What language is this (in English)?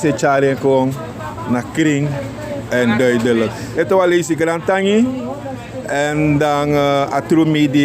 Sranan Tongo